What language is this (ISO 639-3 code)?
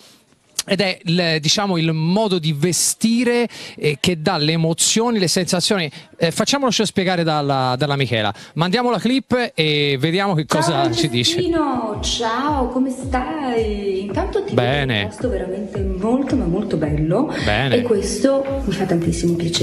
ita